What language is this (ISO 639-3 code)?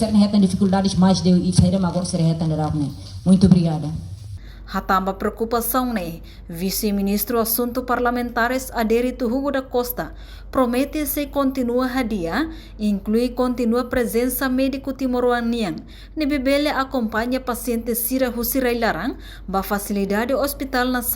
tet